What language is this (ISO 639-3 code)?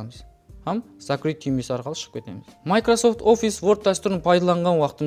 kaa